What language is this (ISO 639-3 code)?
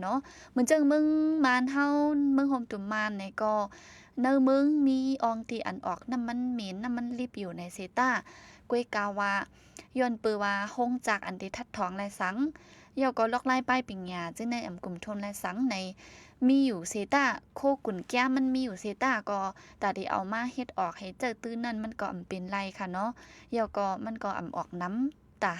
shn